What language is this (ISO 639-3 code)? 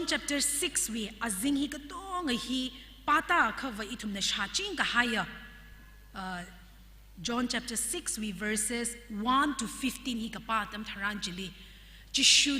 nmf